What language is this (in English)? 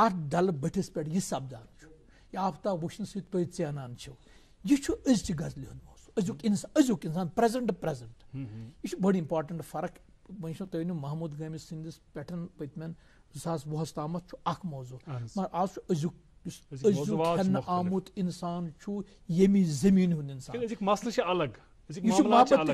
Kashmiri